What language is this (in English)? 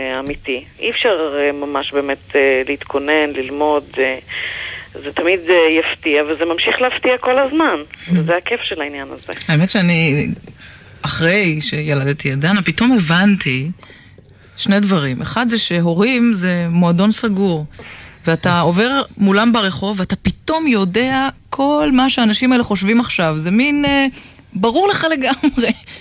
Hebrew